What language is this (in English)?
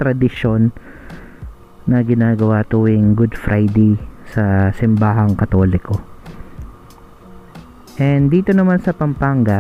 Filipino